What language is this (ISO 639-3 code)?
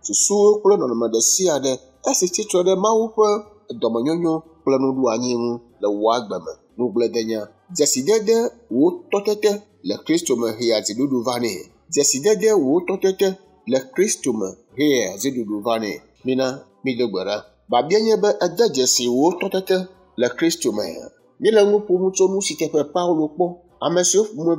ewe